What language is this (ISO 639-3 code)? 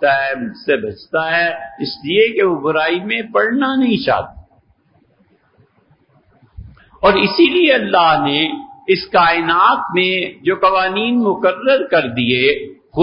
urd